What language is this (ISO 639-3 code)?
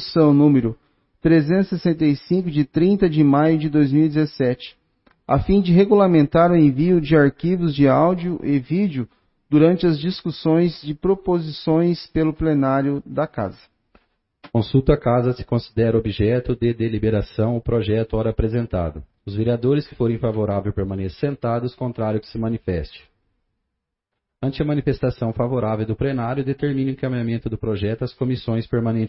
por